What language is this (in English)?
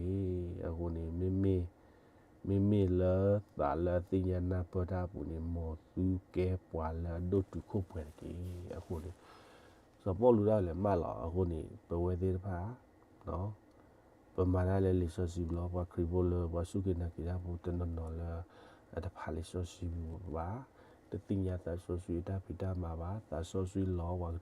S'gaw Karen